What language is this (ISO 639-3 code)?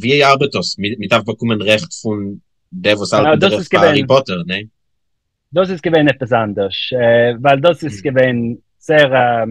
yid